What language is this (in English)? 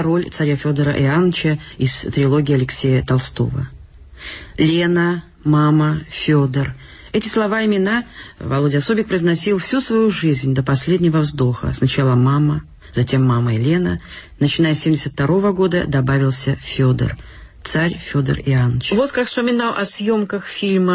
Russian